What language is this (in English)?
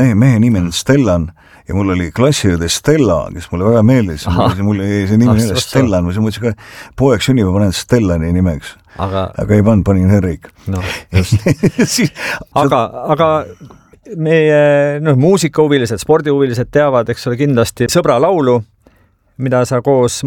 Estonian